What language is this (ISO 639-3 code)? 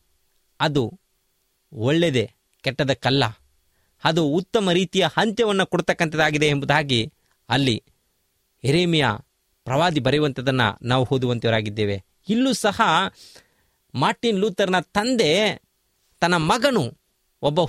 kan